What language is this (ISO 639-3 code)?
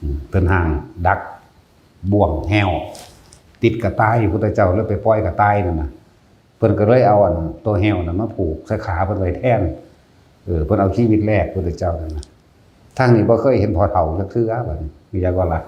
tts